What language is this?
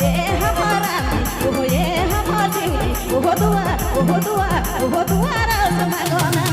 Sadri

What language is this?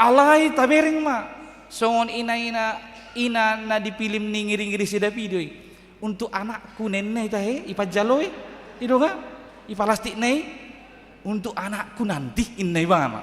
Batak Toba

